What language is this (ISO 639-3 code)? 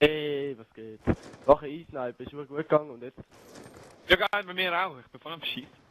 gsw